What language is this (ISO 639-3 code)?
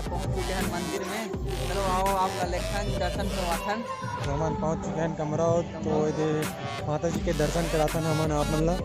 hne